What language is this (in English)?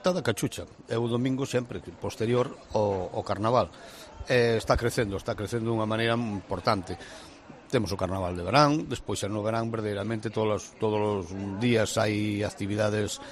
Galician